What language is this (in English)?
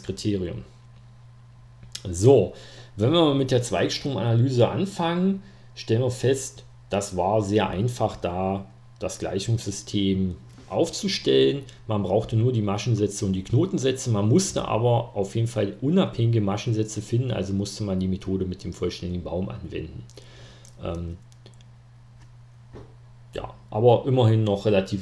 German